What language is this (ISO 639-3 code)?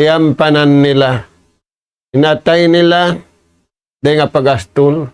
tsg